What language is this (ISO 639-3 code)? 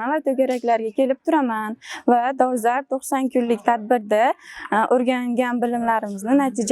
uzb